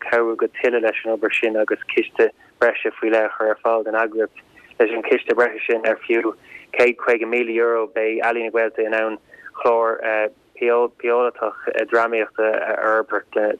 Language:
Irish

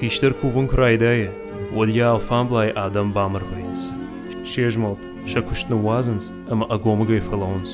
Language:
Ossetic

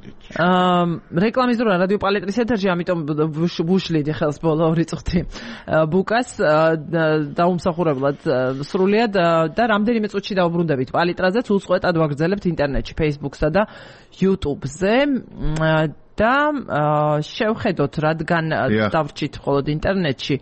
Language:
Georgian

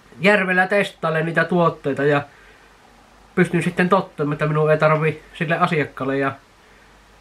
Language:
Finnish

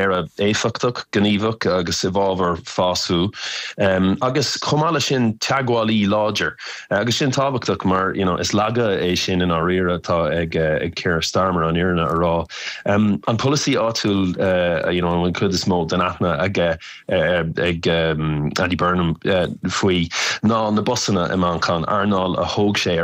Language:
Irish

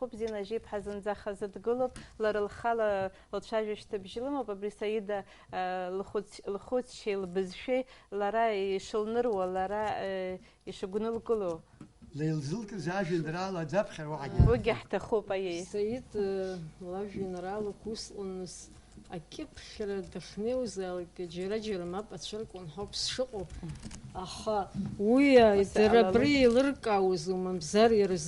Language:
Abkhazian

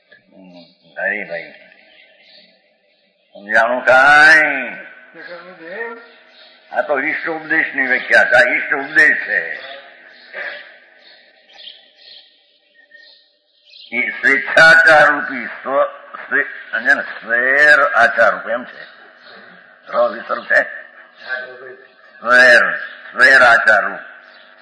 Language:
Gujarati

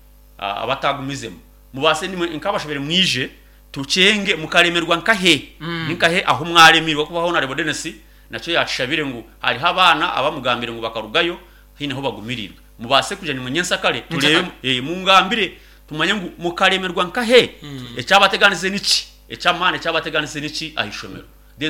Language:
Nyankole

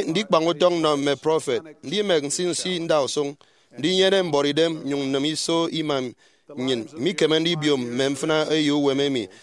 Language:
Efik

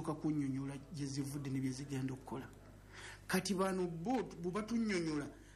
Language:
Ganda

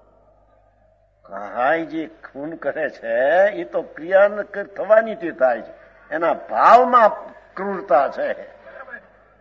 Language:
Gujarati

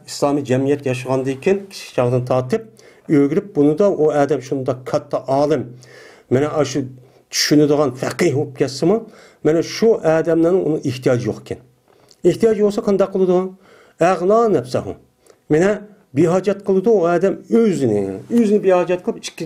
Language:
Uyghur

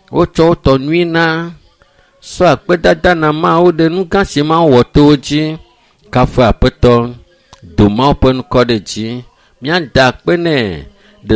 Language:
Ewe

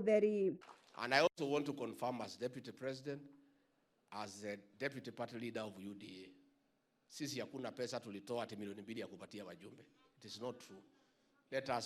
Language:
Meru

